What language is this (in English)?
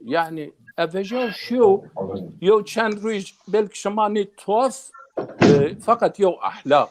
Zaza